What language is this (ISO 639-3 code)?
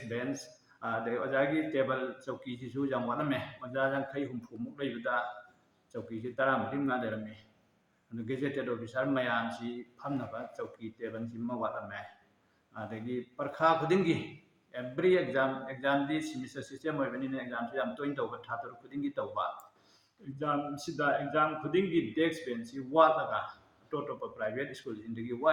mni